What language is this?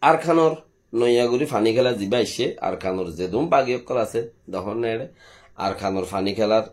Rohingya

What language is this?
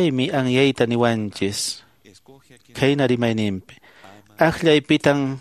Quechua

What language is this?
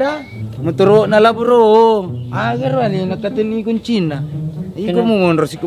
Buginese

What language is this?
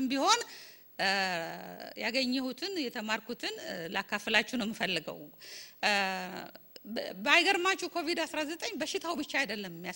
Amharic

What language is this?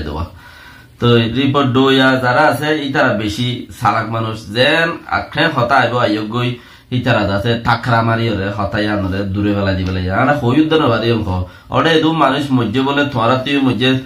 Rohingya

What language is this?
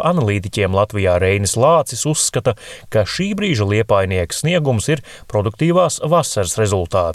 Latvian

